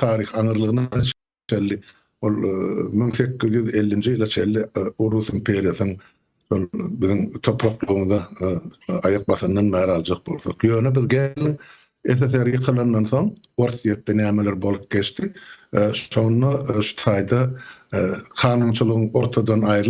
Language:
Turkmen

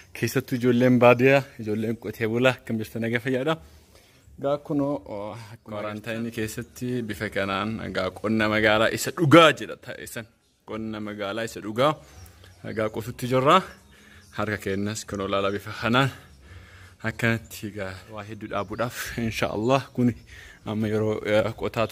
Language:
Oromo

